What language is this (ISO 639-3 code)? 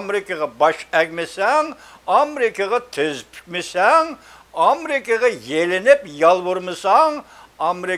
uig